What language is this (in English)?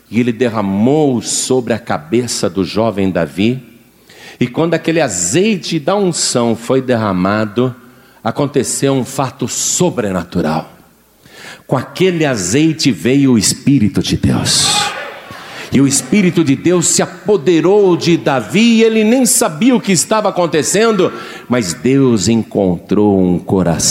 Portuguese